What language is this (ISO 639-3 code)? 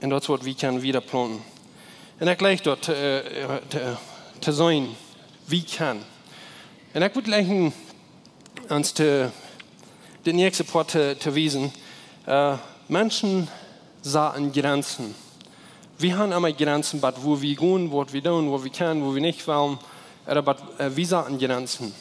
pdt